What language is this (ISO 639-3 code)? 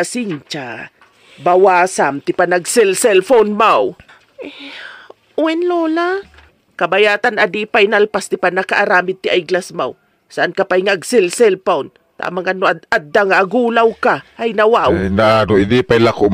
ilo